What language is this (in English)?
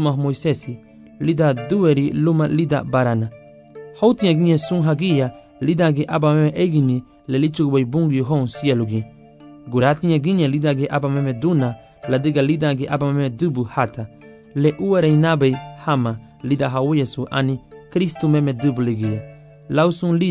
Garifuna